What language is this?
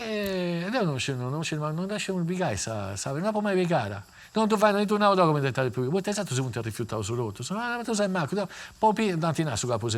Sardinian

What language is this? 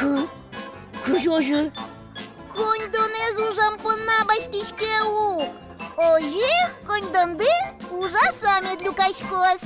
Udmurt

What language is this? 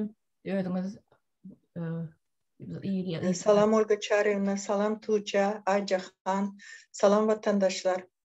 Turkmen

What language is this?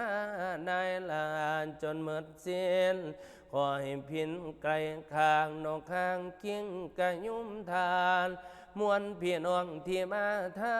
Northeastern Thai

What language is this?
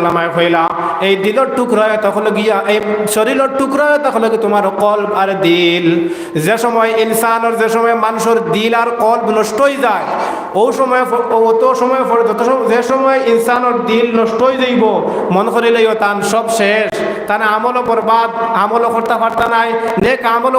Sylheti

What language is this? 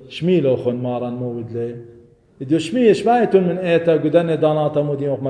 Assyrian Neo-Aramaic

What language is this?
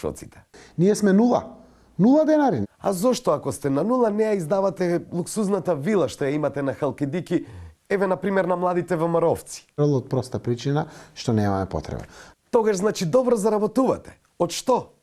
Macedonian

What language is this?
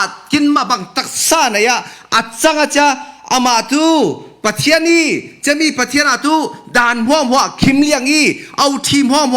Falam Chin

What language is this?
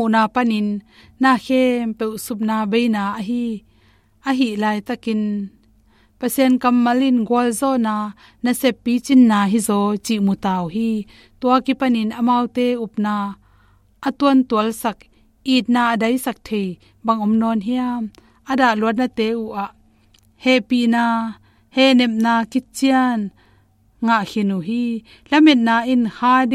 Tedim Chin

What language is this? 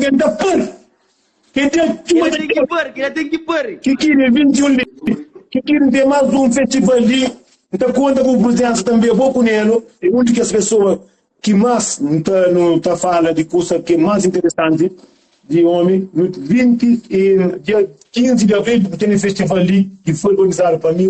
Kabuverdianu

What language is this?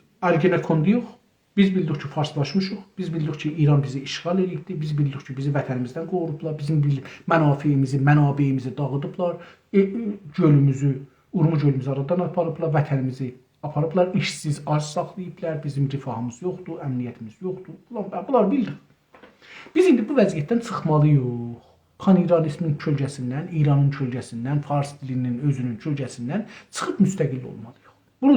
South Azerbaijani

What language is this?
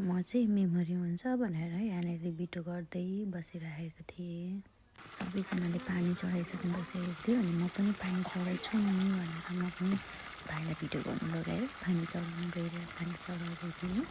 Nepali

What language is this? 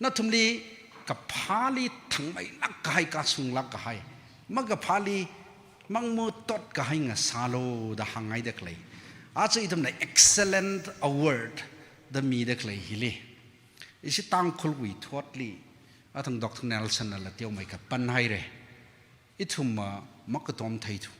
Tangkhul Naga (India)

